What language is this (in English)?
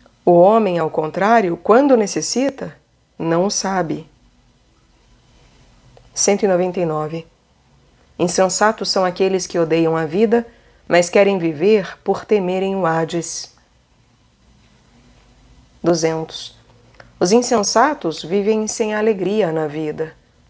Portuguese